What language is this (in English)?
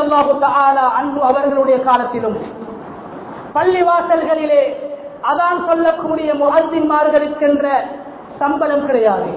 Tamil